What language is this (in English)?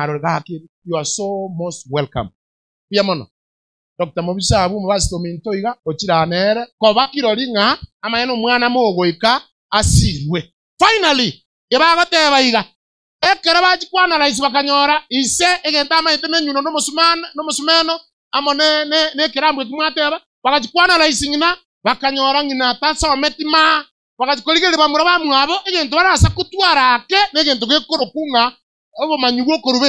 Gusii